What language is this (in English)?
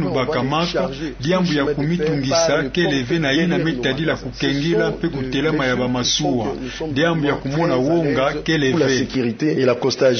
Kituba (Democratic Republic of Congo)